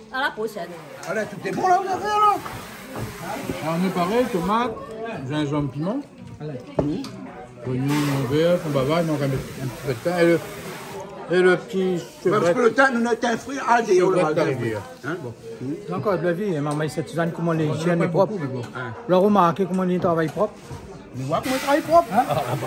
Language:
Réunion Creole French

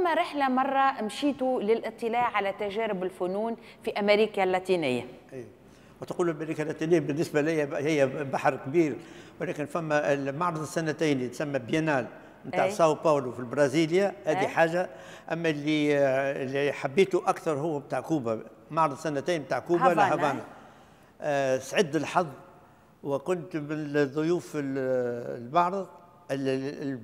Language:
Tunisian Arabic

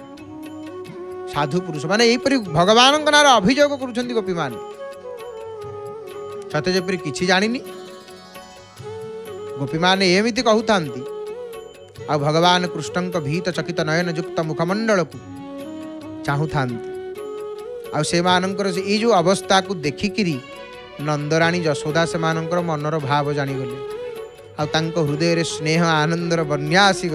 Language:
Odia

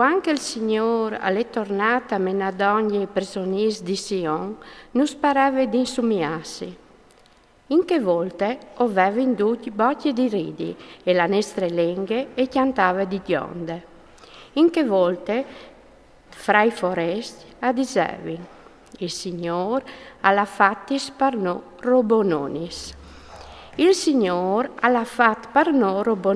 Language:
Friulian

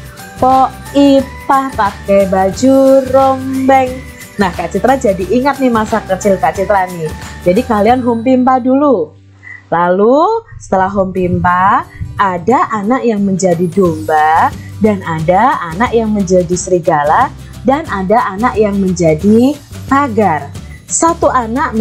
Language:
Indonesian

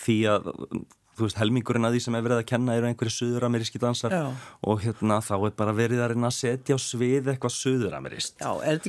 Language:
Icelandic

